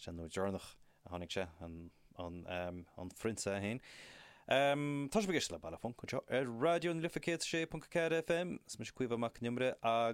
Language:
Irish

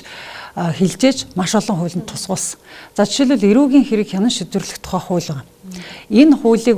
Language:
Mongolian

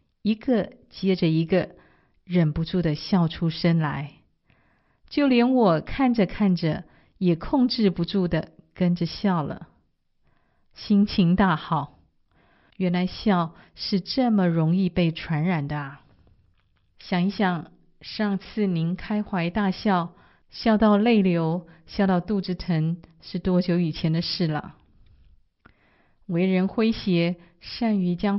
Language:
Chinese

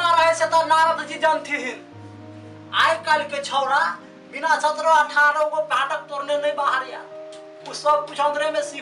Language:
Maithili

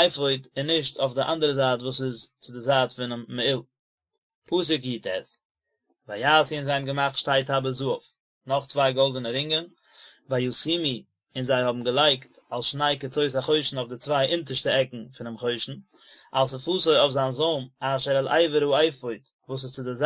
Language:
Yiddish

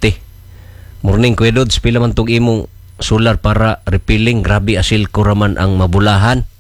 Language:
Cebuano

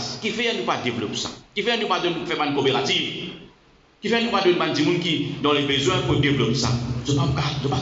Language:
Morisyen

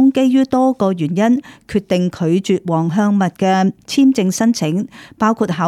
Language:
Cantonese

